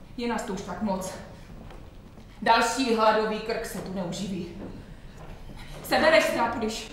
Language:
Czech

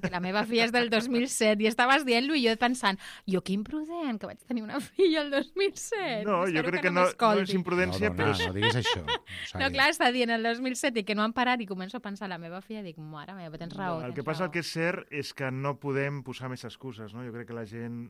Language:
Catalan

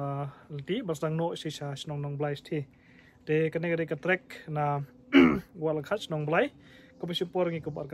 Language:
Khasi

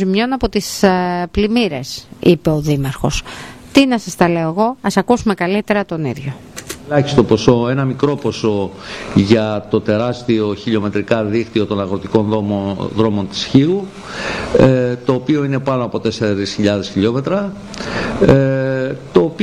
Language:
Greek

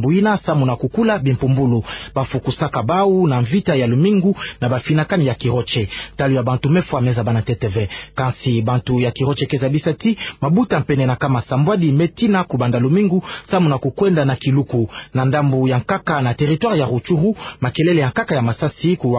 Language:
Kituba (Democratic Republic of Congo)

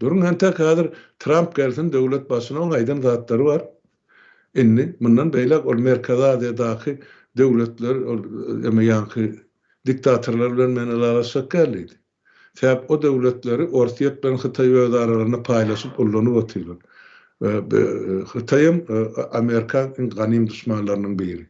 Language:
Turkmen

